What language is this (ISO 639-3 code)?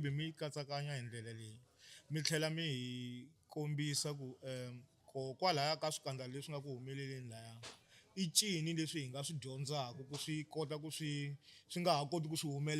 tso